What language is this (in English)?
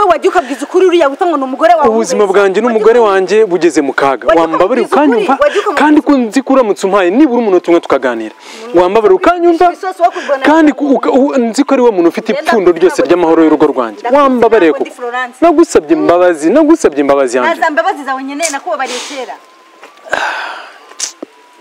Kinyarwanda